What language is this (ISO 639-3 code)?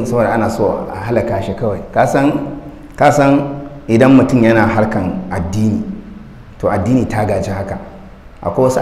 hau